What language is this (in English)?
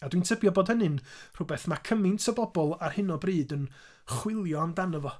Welsh